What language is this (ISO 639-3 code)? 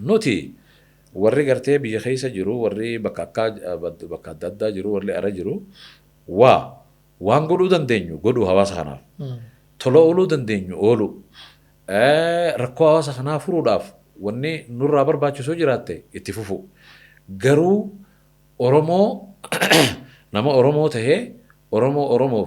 orm